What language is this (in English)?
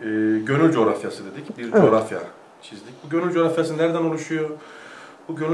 Turkish